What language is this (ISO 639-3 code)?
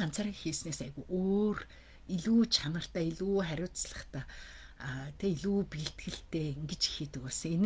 mon